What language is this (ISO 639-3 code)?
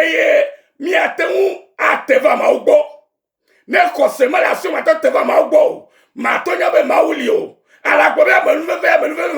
ewe